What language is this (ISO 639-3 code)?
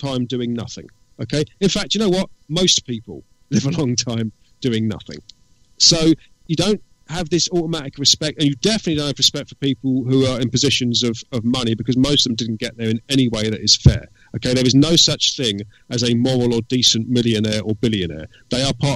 eng